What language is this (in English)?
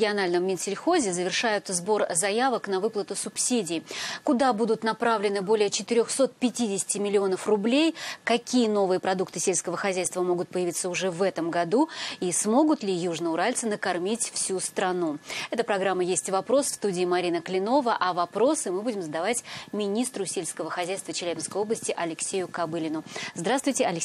Russian